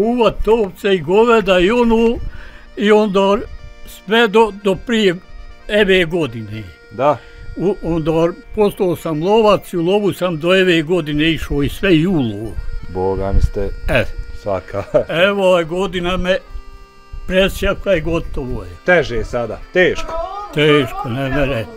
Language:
Bosnian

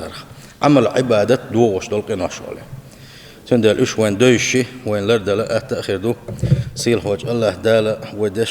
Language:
Chechen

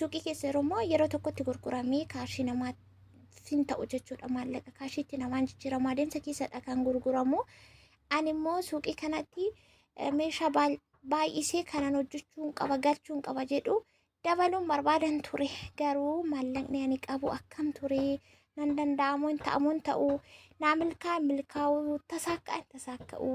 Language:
Oromo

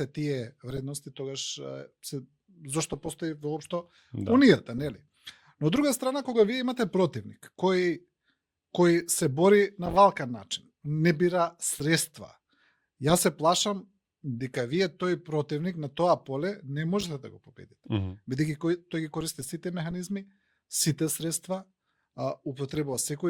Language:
Macedonian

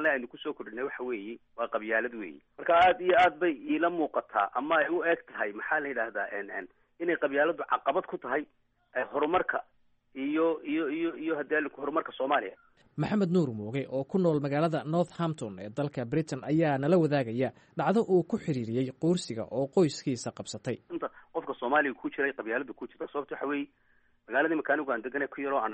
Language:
Somali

